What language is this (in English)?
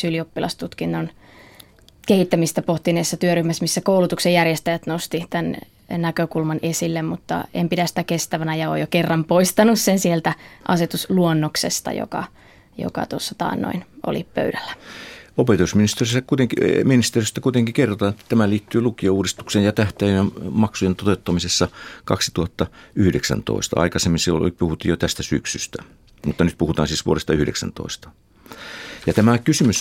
Finnish